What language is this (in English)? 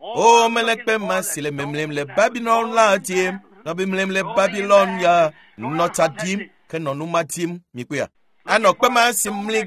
Ewe